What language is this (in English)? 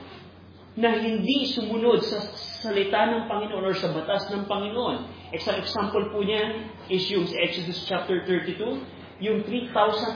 Filipino